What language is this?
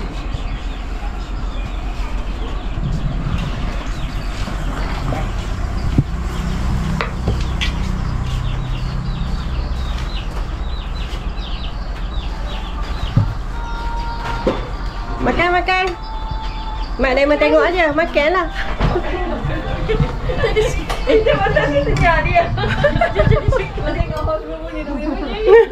Malay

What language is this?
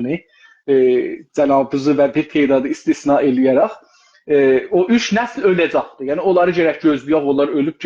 South Azerbaijani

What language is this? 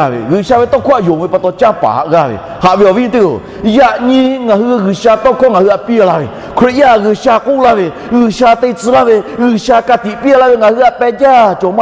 Lahu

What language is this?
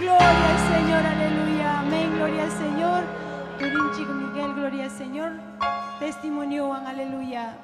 Ayacucho Quechua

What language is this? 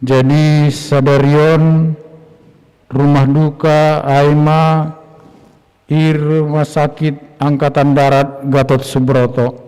Batak Simalungun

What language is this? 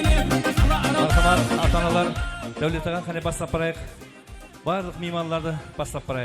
Kara-Kalpak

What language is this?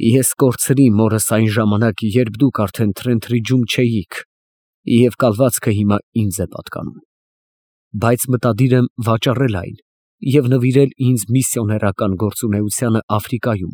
Armenian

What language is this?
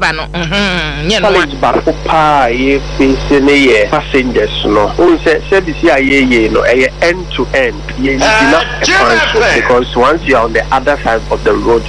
Akan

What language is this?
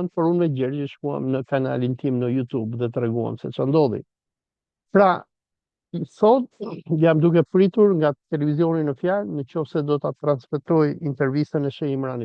Albanian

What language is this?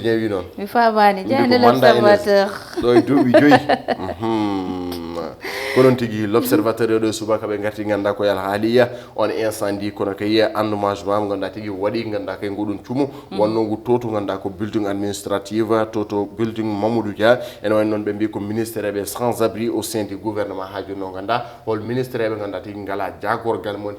Fula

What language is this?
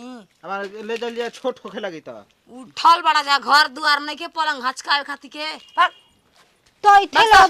Bhojpuri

